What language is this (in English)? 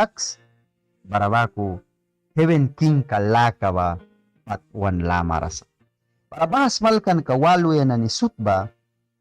Mískito